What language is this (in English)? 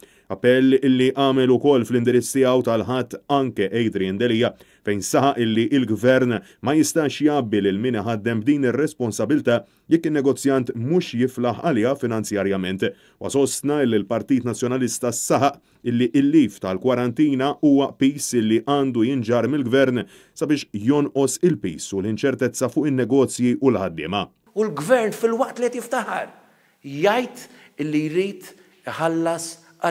Maltese